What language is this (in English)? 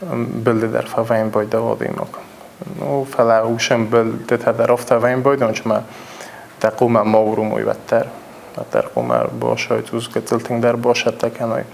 Ossetic